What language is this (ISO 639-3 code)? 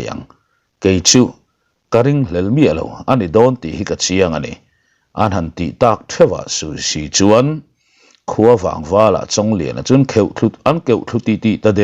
lus